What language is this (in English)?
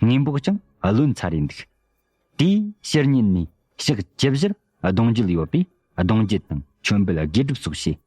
Tibetan